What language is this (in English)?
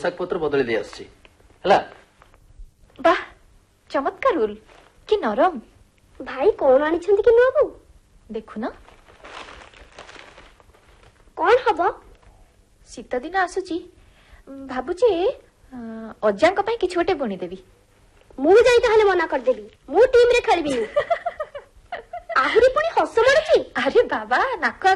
Odia